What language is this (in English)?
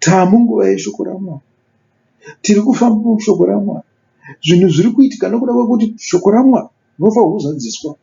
Shona